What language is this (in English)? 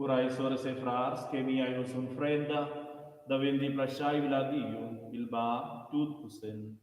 Romansh